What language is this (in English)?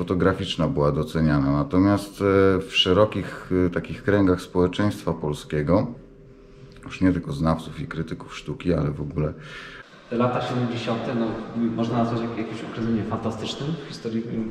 Polish